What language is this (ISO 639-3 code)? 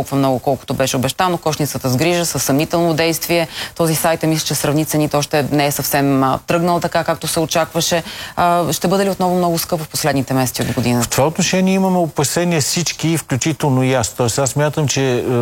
bul